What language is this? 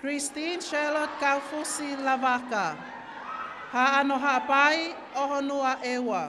Tongan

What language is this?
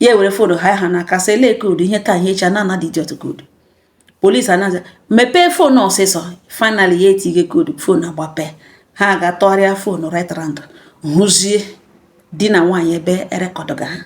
Igbo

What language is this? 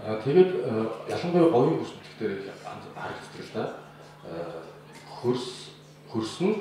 Mongolian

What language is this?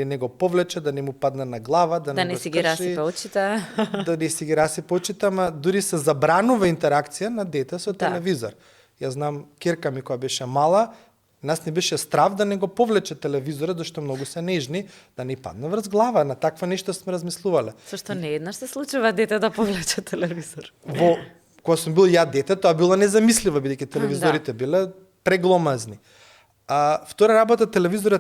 Macedonian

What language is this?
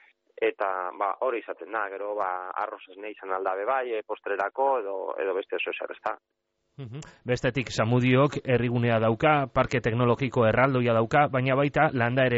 Basque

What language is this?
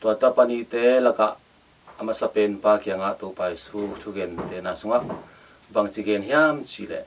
Tedim Chin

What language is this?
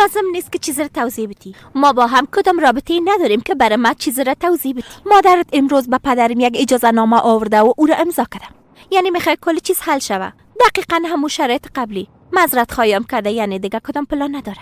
Persian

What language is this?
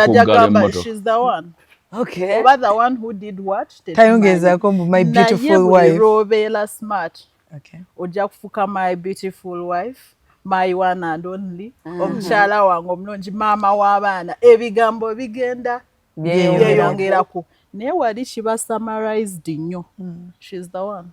Ganda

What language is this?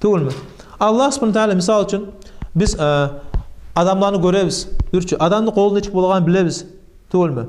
Kumyk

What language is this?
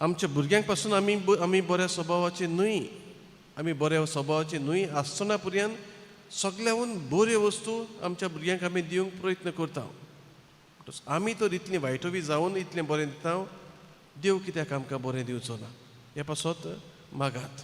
Konkani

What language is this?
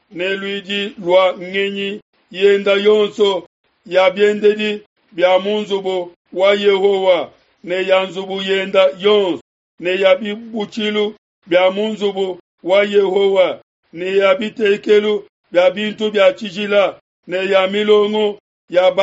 Luba-Lulua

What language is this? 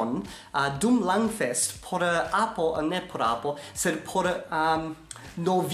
Esperanto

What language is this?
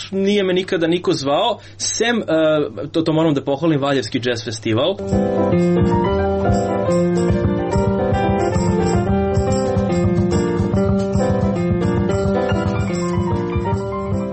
Serbian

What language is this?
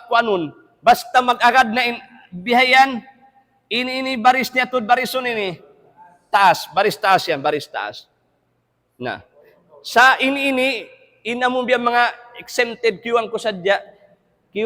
Tausug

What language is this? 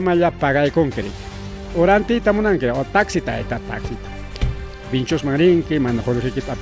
Ayacucho Quechua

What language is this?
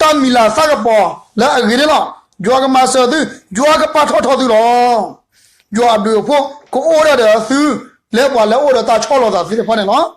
S'gaw Karen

